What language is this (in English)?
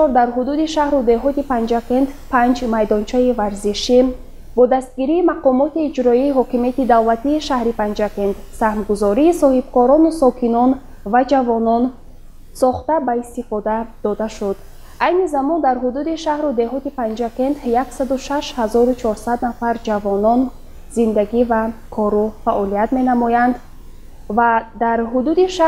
Tajik